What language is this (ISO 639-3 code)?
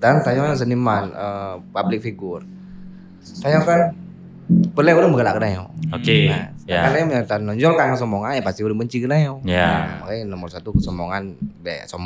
ace